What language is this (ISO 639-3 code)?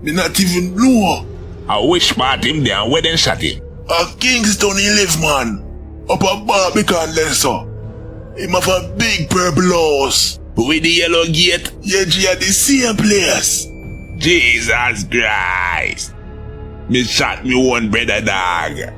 jam